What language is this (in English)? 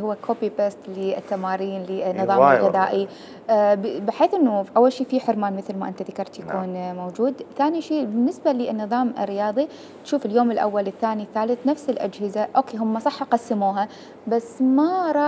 Mesopotamian Arabic